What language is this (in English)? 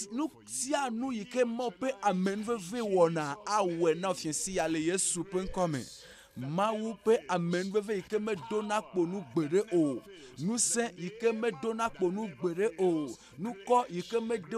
Ewe